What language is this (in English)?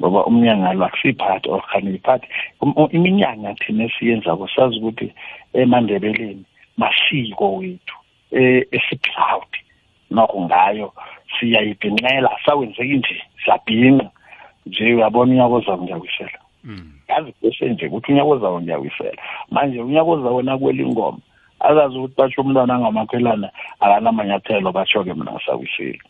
South Ndebele